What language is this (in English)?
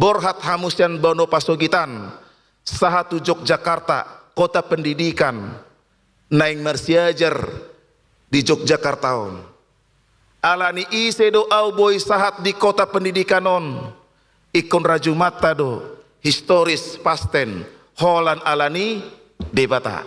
Batak Toba